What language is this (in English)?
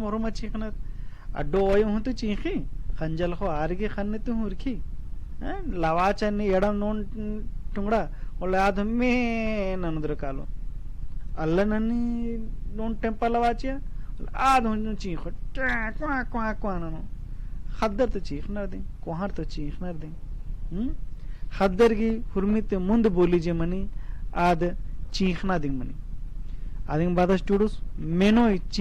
Kurukh